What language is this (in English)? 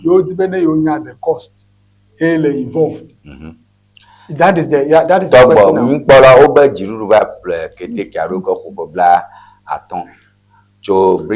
Ewe